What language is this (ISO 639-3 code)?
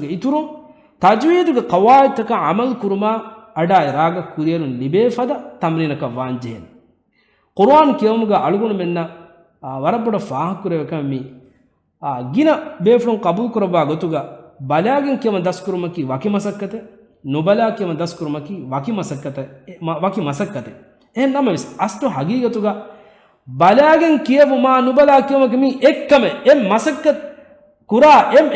div